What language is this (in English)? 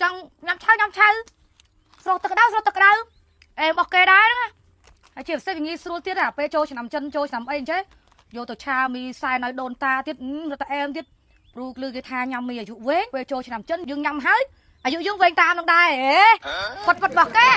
Khmer